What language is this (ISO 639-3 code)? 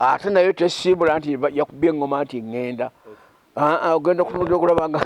lug